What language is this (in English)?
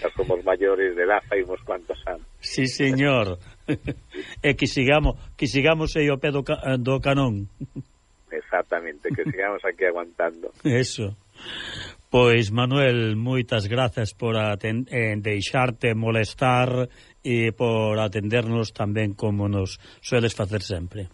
Galician